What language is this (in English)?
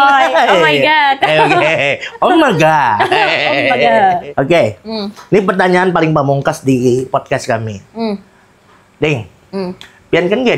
Banjar